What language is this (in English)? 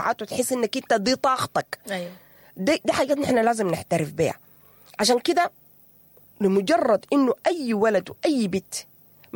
Sudanese Arabic